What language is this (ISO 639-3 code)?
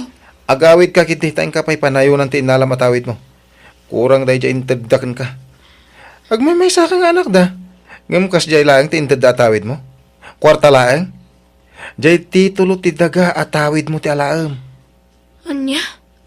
ilo